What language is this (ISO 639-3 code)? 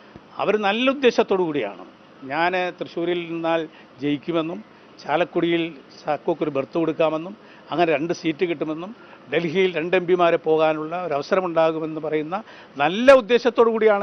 mal